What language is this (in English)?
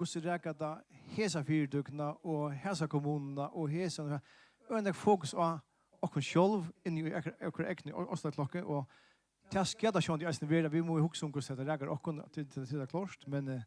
Faroese